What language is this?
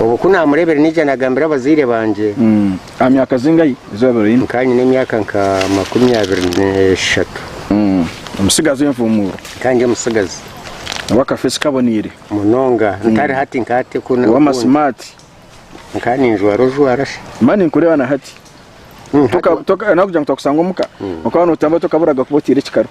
Nyankole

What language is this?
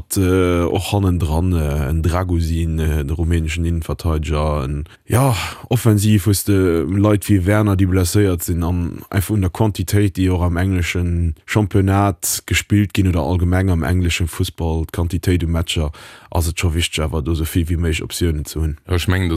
Luxembourgish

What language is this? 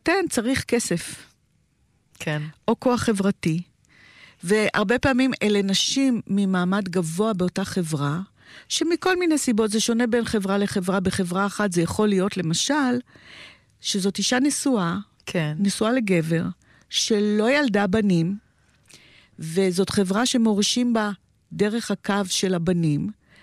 Hebrew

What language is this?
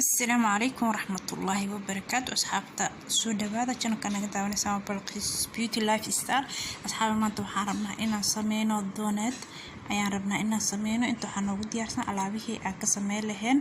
Somali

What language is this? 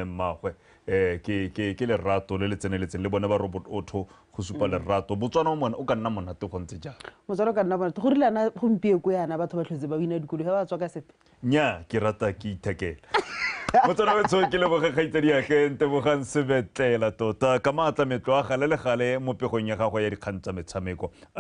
Tswana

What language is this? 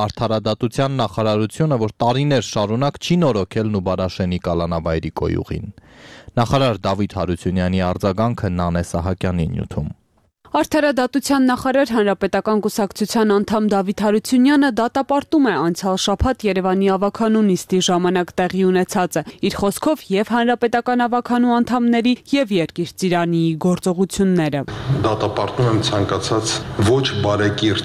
Armenian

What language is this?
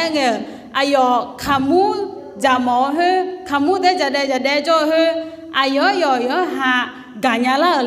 Akha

